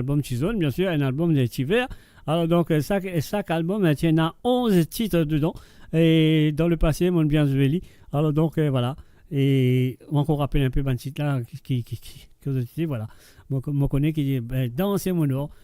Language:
Morisyen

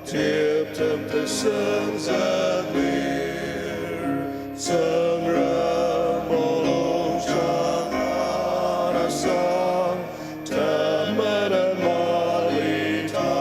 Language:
Ao Naga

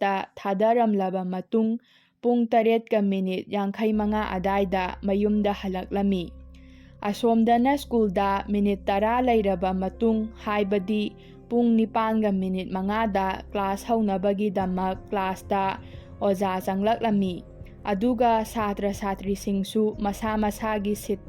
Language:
Manipuri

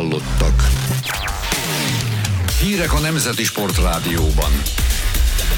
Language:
Hungarian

